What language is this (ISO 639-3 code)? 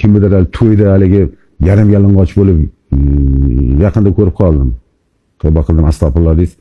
uzb